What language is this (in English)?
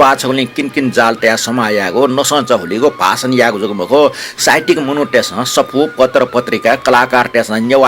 Newari